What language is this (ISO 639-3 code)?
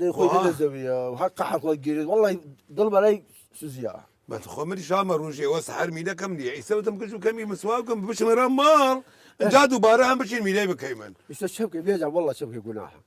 sdh